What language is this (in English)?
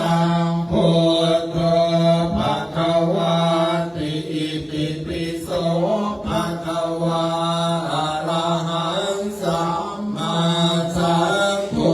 Pali